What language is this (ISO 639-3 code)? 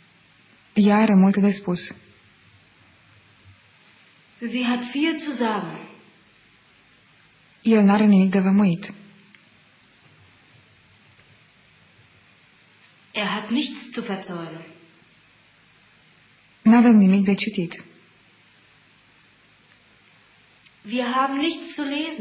ron